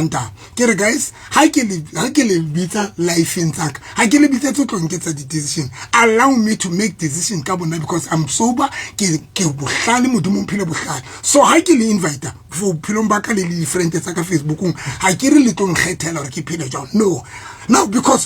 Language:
Southern Sotho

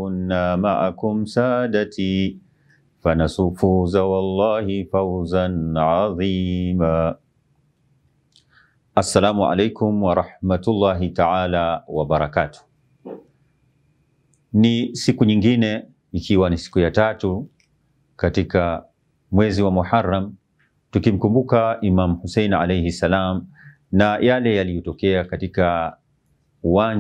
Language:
Swahili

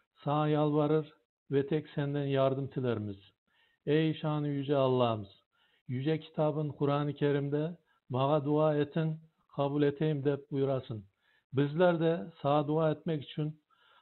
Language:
Crimean Tatar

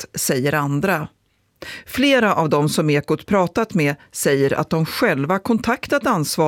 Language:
Swedish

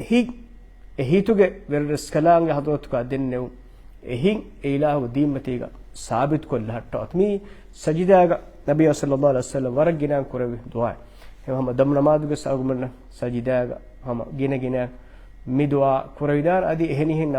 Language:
Divehi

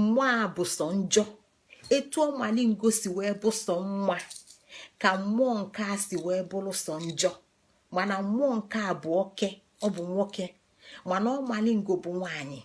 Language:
Igbo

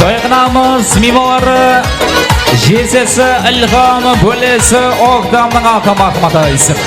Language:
Kara-Kalpak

